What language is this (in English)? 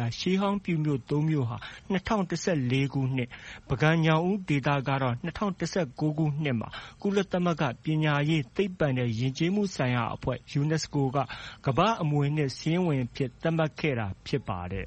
Burmese